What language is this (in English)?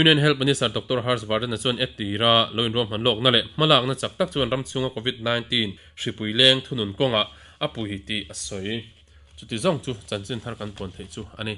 Mizo